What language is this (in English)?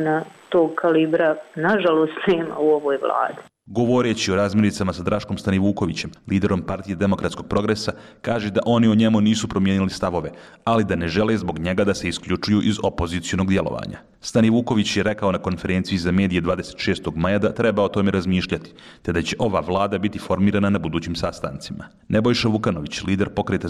Serbian